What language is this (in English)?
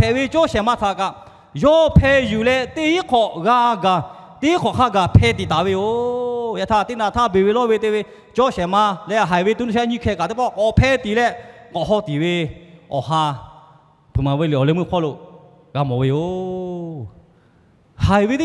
Lahu